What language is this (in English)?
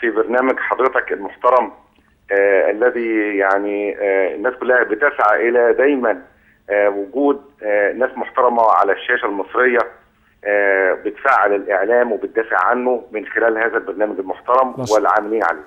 Egyptian Arabic